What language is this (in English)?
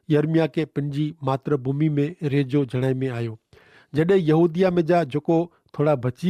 Kachhi